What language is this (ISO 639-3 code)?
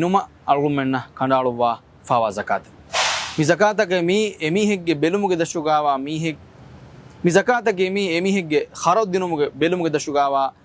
div